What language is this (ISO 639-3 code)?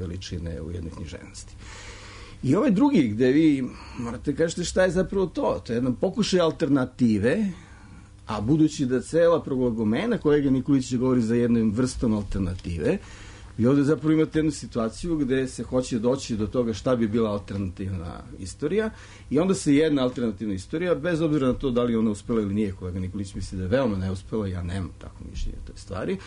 srp